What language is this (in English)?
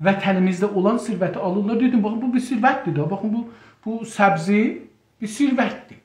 South Azerbaijani